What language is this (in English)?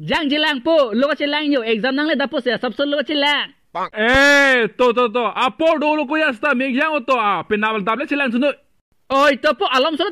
Karbi